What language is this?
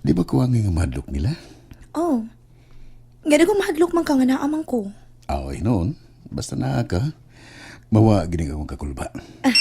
Cebuano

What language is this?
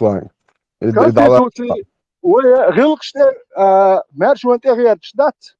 Chechen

